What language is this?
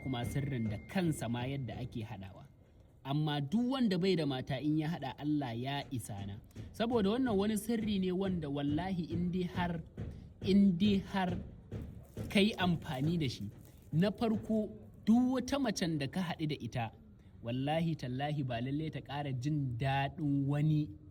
Hausa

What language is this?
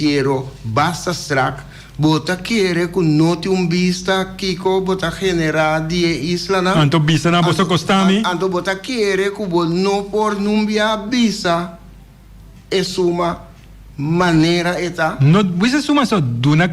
Papiamento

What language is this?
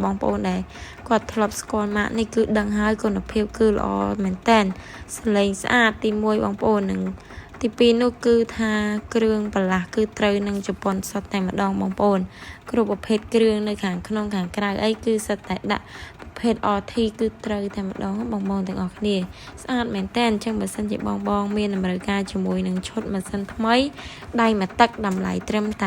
Khmer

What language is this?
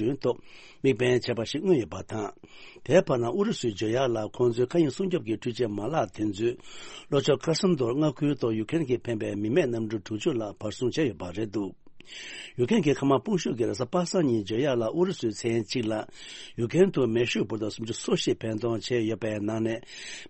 Tibetan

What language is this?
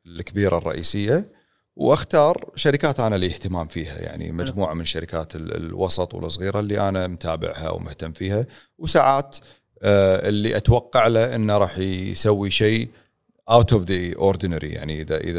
Gulf Arabic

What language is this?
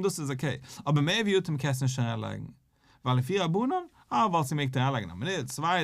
Yiddish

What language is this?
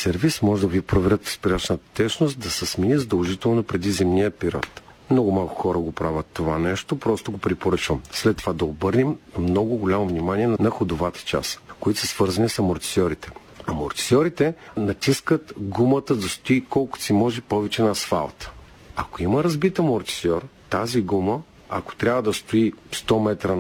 Bulgarian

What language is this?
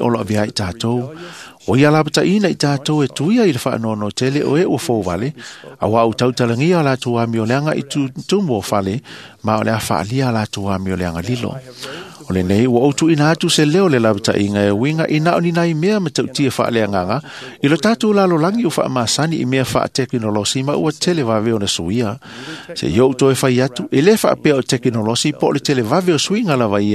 Samoan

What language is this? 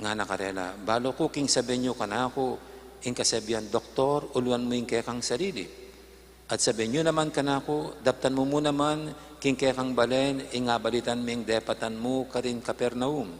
Pampanga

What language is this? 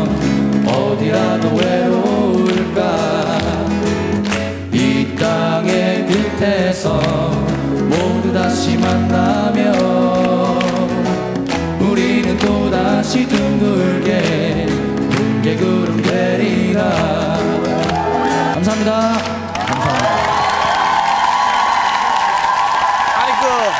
Korean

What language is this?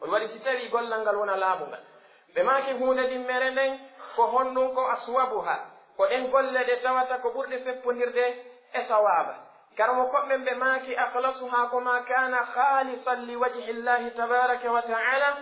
Pular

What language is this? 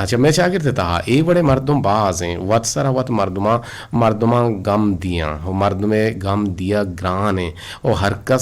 Eastern Balochi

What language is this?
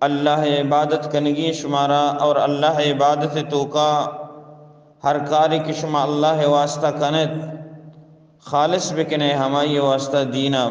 Eastern Balochi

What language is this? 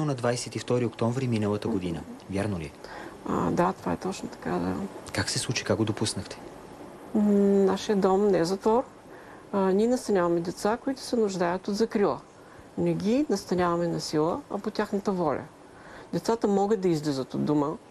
Bulgarian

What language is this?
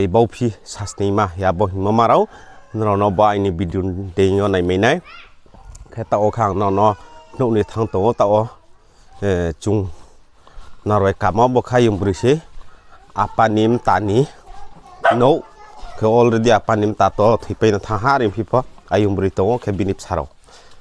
Riang (India)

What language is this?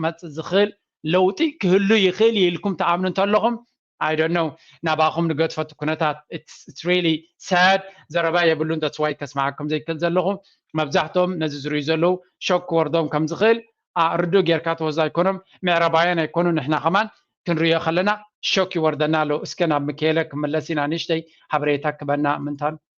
Tigrinya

